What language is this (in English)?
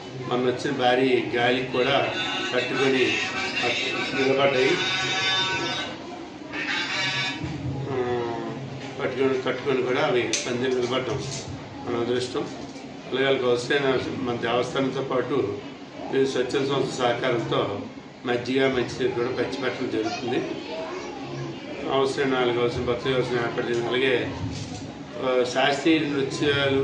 Telugu